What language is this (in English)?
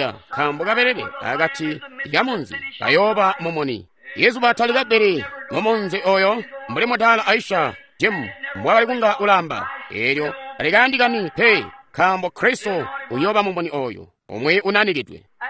Tonga (Zambia)